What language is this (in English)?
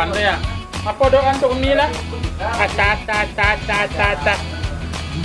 Minangkabau